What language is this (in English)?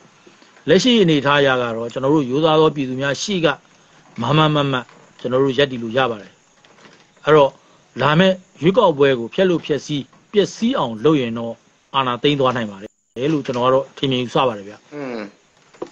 Burmese